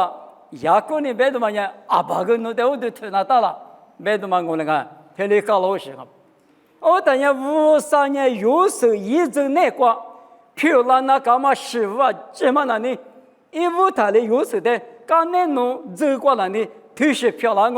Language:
Lisu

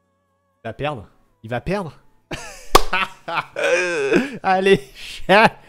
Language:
French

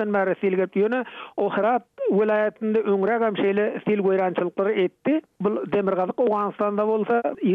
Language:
Turkmen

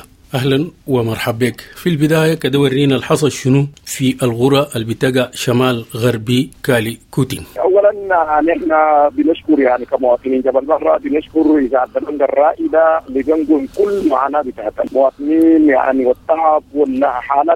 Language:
Sudanese Arabic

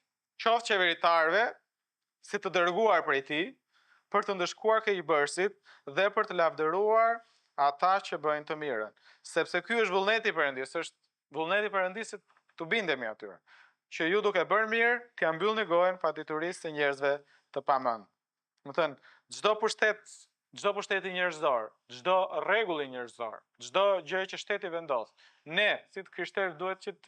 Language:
Albanian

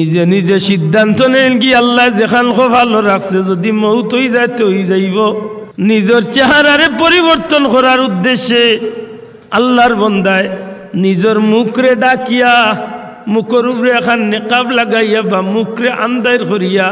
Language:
Sylheti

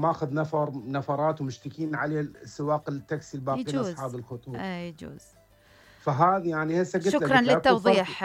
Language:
Mesopotamian Arabic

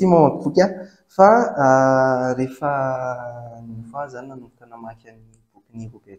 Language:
Malagasy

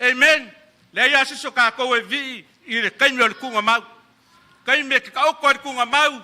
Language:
Samoan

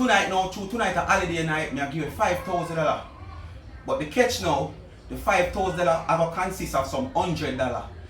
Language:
Jamaican Creole English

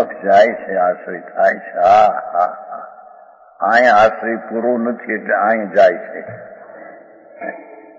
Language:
Gujarati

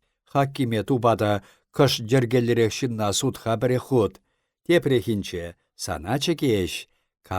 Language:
Chuvash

